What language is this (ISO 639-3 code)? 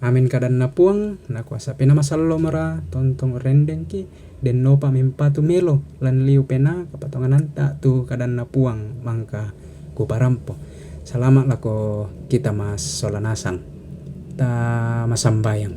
sda